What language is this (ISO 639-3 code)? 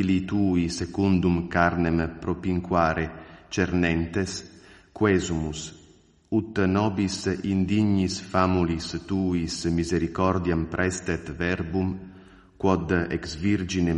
lat